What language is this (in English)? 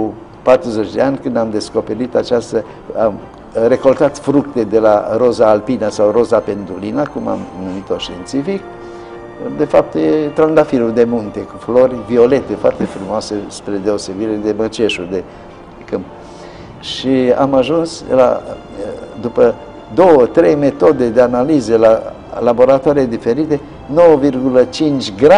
Romanian